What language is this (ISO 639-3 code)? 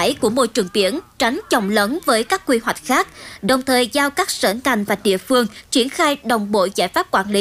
vie